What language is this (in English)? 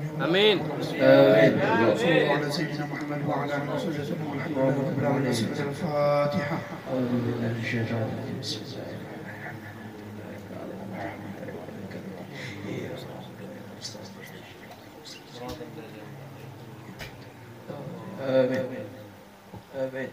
Arabic